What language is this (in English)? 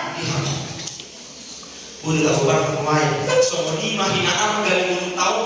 Batak Toba